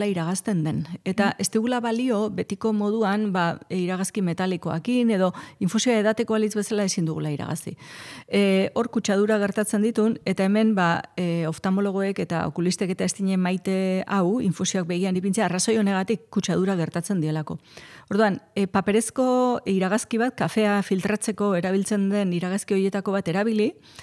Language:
Basque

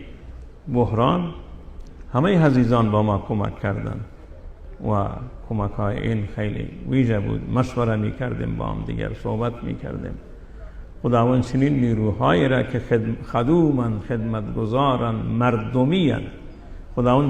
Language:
Persian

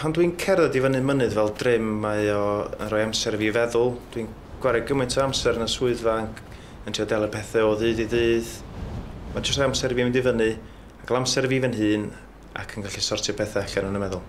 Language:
Welsh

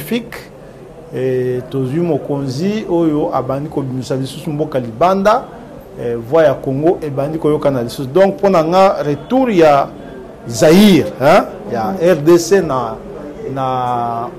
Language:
Lingala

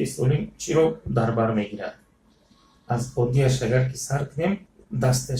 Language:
Tajik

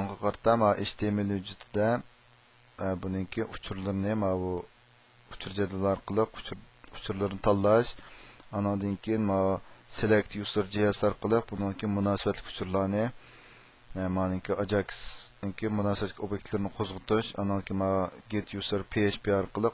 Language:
Uyghur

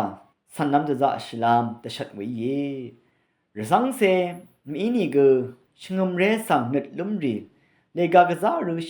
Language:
Rawang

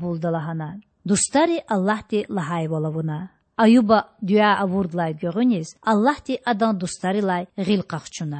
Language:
Lezghian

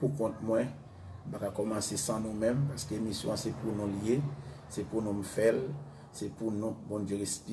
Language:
Haitian Creole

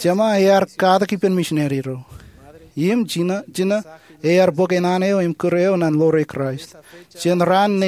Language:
Marshallese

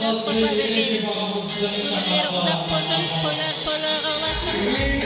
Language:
Kara-Kalpak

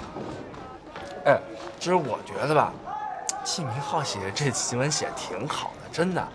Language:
Chinese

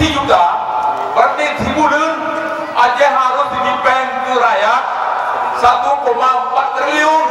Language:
Achinese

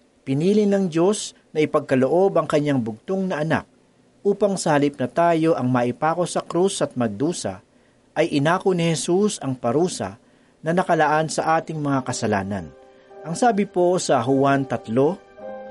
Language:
Filipino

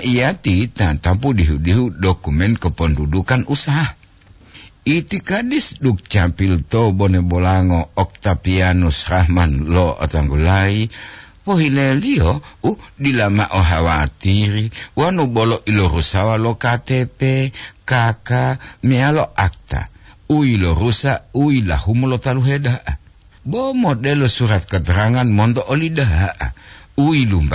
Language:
Gorontalo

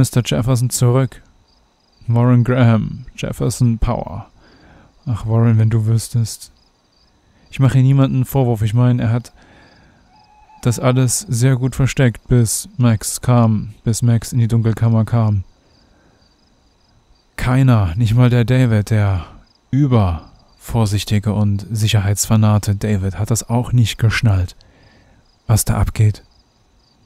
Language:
German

